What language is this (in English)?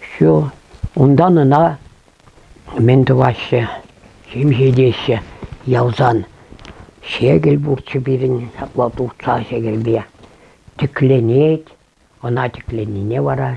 Chuvash